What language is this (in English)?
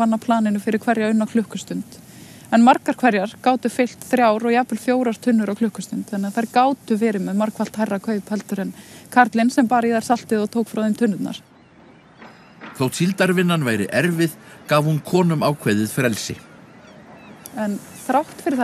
Icelandic